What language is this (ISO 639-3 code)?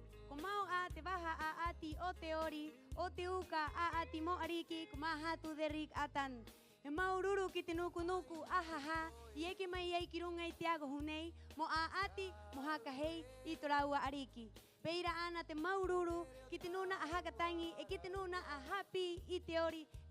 rap